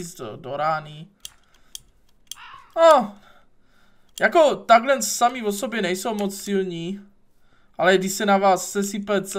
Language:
Czech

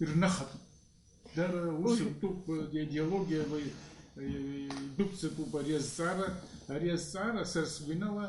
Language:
Abkhazian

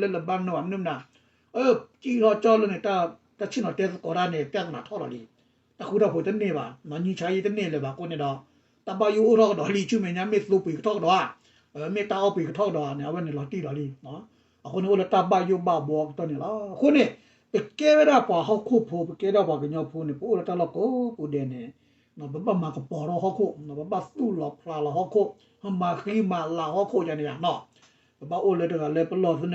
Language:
S'gaw Karen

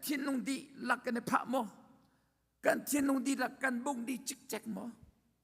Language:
Hakha Chin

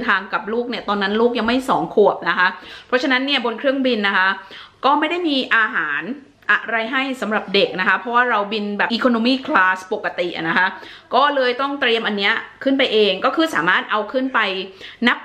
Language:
Thai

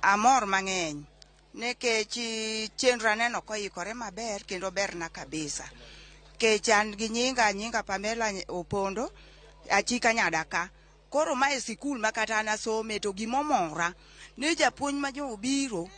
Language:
Luo (Kenya and Tanzania)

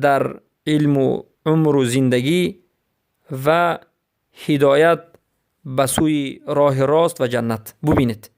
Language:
Persian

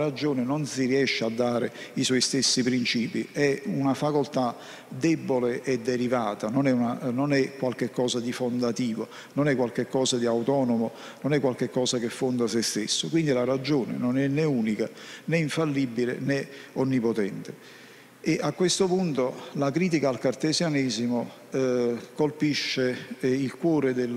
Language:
Italian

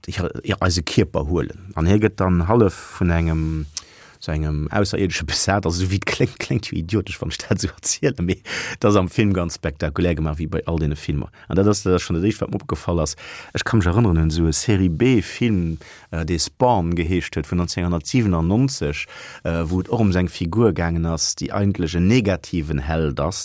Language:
Luxembourgish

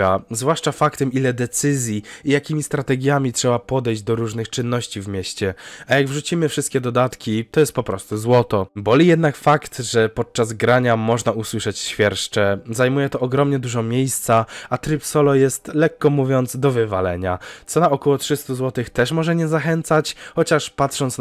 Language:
Polish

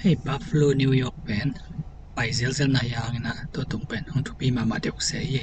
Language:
Tedim Chin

